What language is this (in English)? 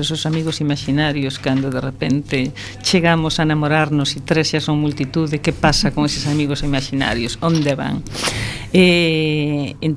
Galician